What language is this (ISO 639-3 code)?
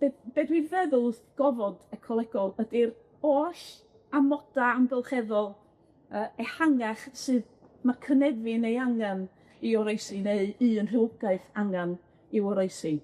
cym